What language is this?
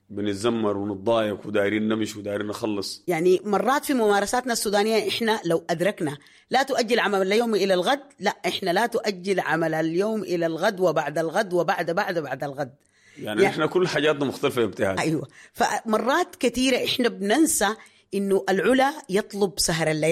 Sudanese Arabic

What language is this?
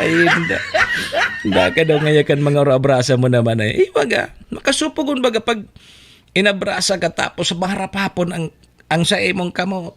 Bikol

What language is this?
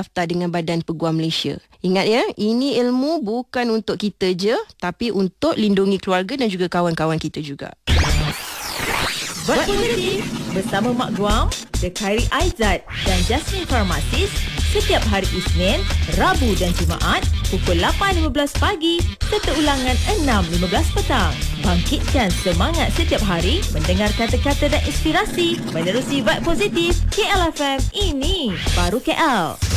Malay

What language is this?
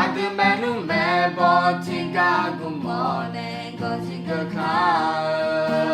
Akha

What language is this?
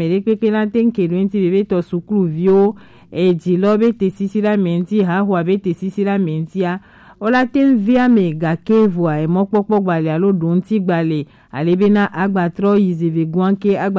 Gen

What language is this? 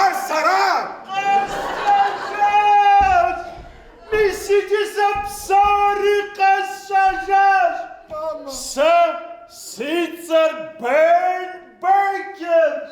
Kabardian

